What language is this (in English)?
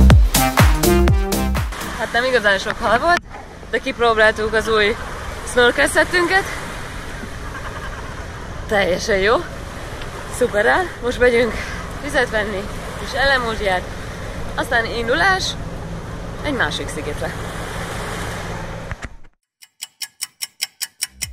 Hungarian